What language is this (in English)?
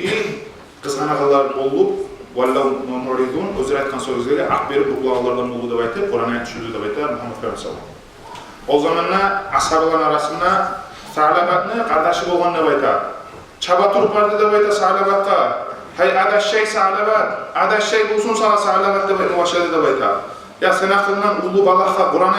Kumyk